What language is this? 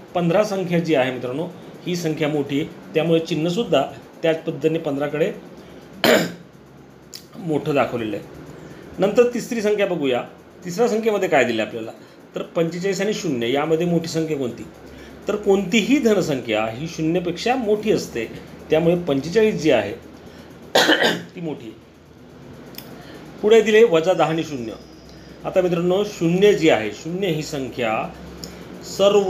Marathi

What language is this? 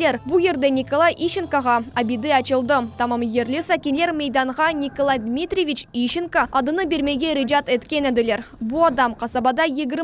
Crimean Tatar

